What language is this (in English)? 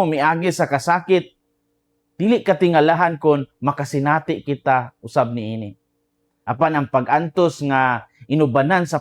Cebuano